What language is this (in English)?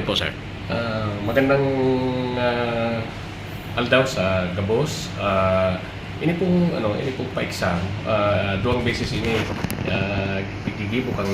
Bikol